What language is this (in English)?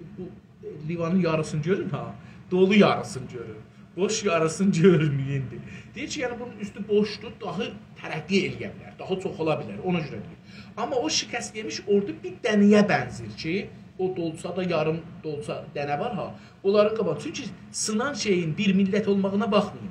South Azerbaijani